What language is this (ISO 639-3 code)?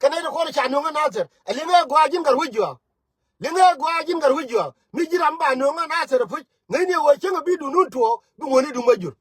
nus